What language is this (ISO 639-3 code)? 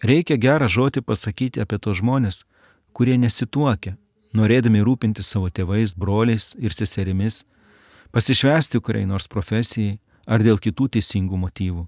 lit